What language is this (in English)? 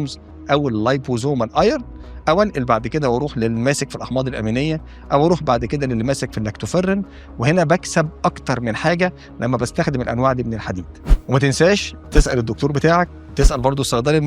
Egyptian Arabic